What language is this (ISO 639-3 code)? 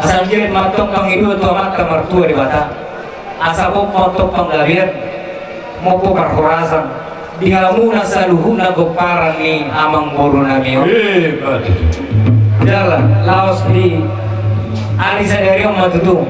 bbc